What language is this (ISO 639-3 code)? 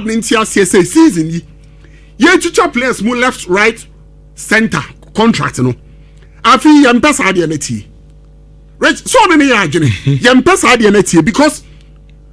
aka